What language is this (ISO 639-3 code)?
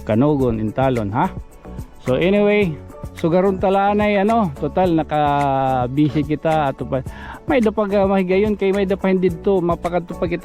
war